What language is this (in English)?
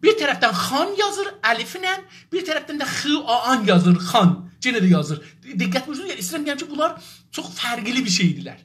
South Azerbaijani